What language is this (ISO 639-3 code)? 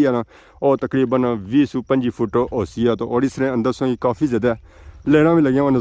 phr